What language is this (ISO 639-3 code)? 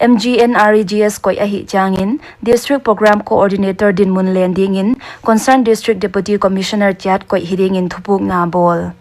pck